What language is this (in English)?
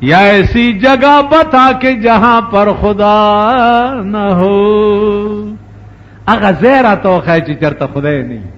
Pashto